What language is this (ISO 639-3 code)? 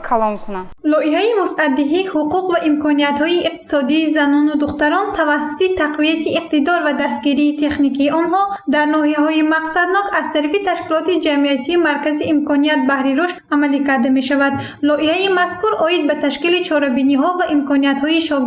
tgk